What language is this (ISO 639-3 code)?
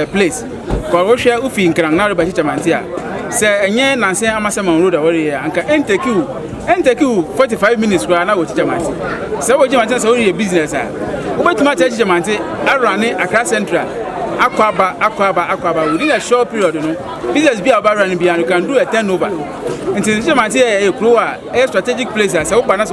aka